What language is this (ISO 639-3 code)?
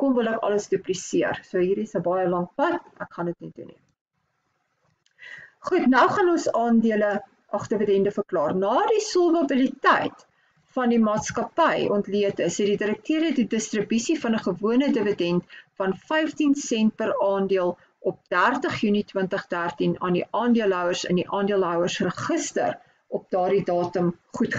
afr